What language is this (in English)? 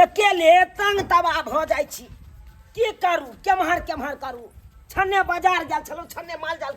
Maithili